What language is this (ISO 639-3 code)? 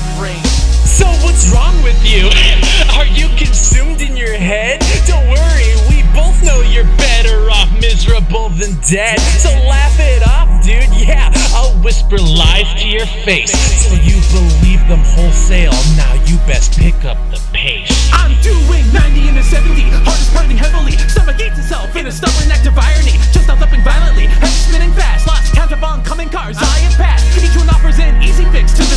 eng